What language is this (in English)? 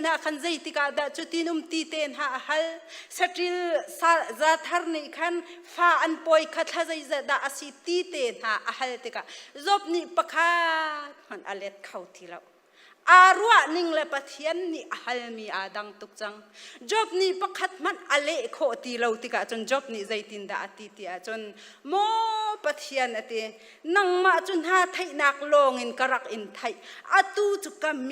Hakha Chin